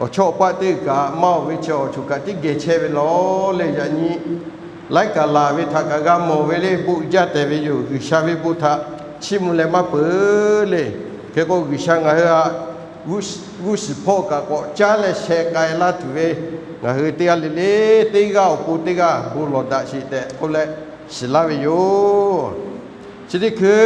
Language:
Lahu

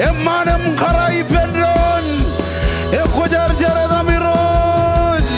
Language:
Marshallese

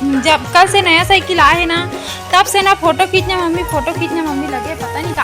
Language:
Chhattisgarhi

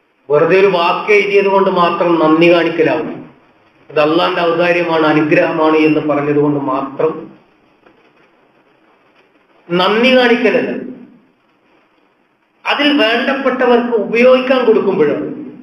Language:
Malayalam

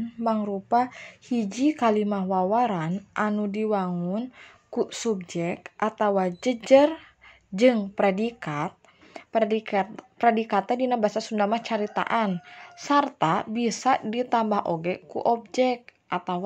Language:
Sundanese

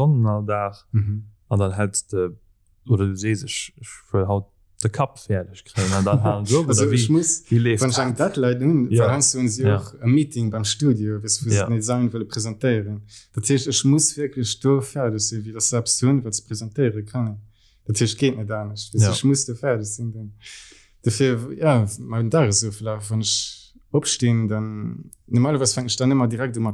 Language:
Luxembourgish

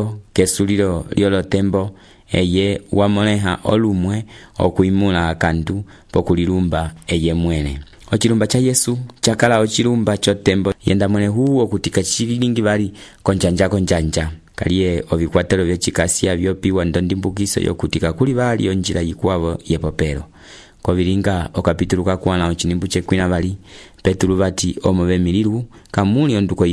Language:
Umbundu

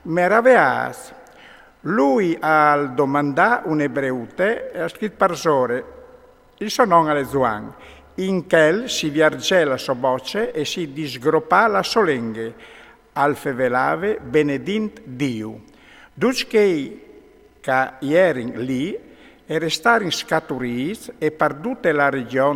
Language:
Friulian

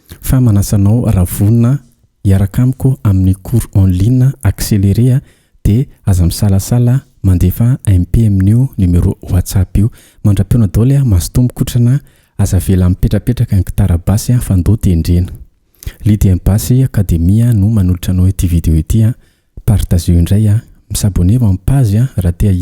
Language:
Malagasy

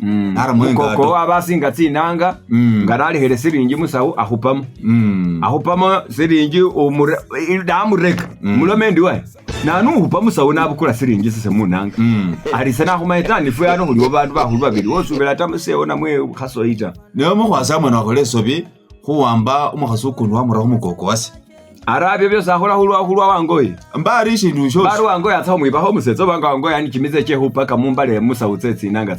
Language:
Masaaba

